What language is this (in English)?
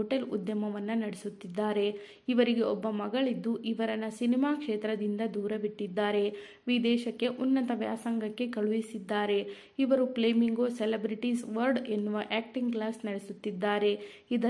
Kannada